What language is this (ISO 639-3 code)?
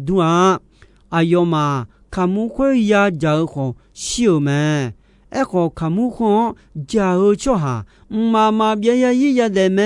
ahk